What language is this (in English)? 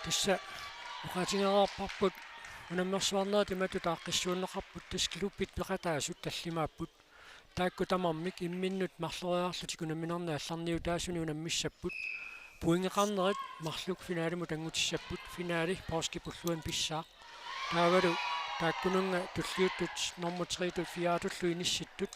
Kalaallisut